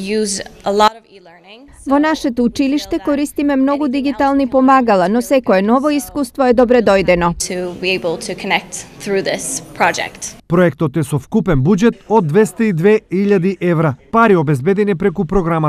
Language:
Macedonian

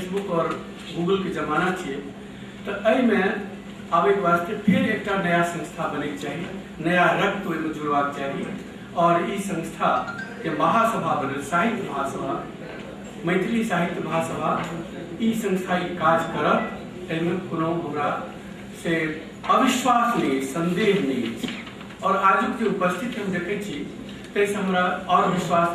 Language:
Maithili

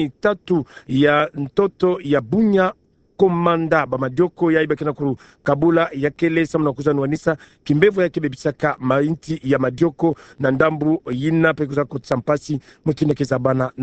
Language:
Kituba (Democratic Republic of Congo)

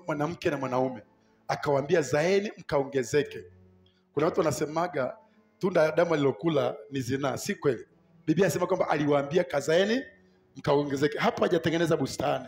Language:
Swahili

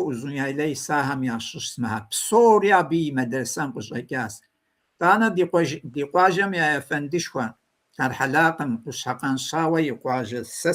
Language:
Kabardian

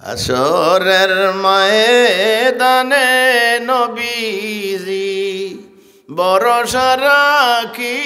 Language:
Sylheti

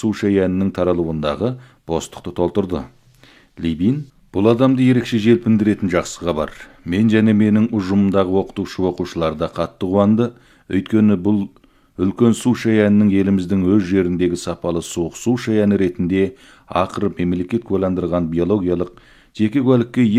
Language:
Kazakh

